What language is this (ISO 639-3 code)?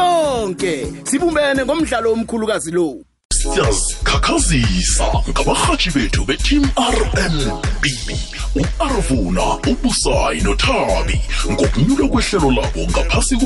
nbl